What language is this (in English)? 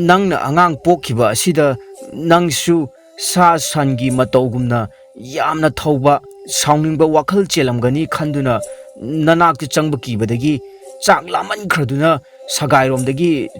Manipuri